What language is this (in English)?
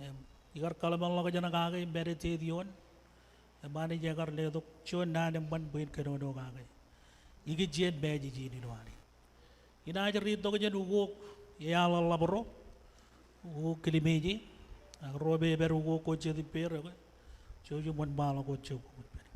Marshallese